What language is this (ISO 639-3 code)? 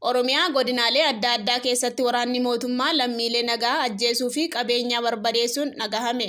orm